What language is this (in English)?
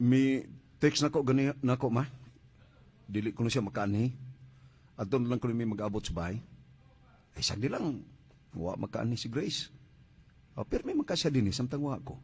Cebuano